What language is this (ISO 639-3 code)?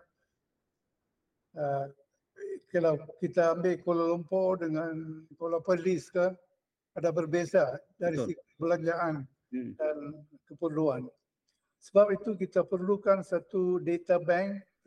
msa